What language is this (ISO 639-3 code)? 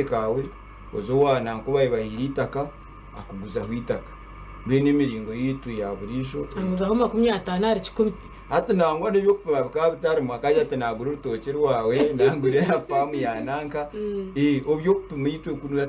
nyn